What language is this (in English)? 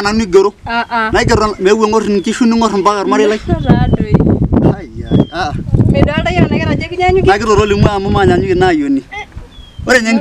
Masai